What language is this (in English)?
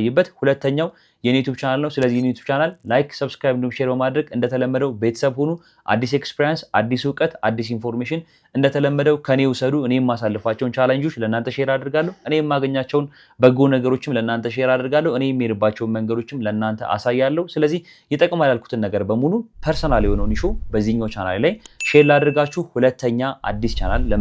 Amharic